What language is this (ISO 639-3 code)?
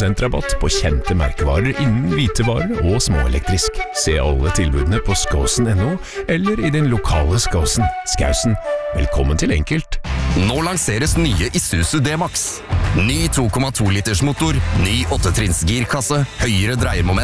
nor